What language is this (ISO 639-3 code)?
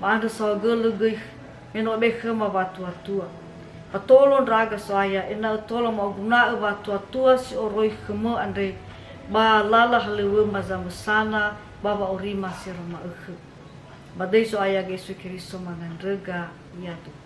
nia